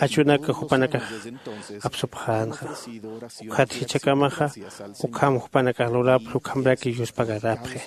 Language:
Aymara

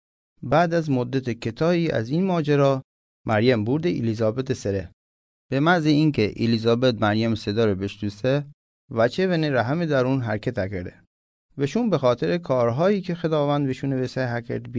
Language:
Mazanderani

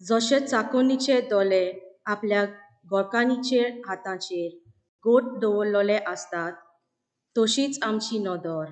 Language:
Konkani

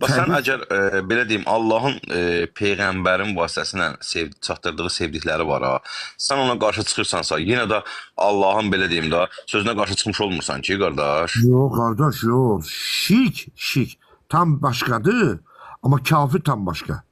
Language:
Azerbaijani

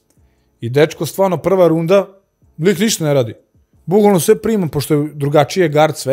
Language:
Serbian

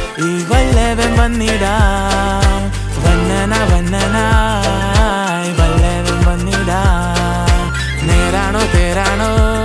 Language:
Malayalam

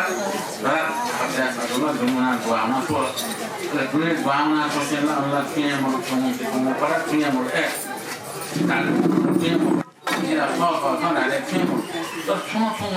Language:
Newari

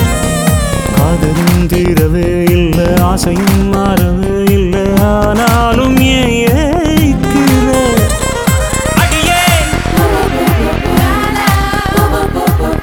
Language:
Tamil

